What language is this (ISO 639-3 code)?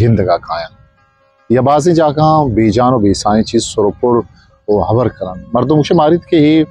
bgp